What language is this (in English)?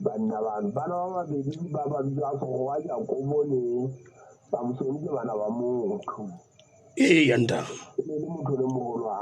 Southern Sotho